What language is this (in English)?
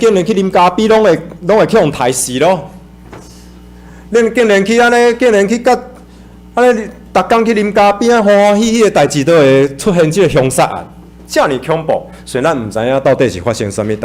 Min Nan Chinese